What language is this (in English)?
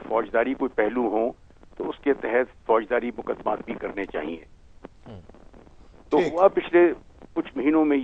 Hindi